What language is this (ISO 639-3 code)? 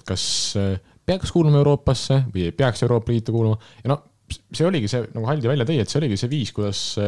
est